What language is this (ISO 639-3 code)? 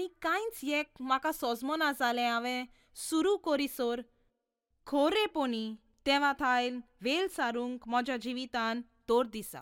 kok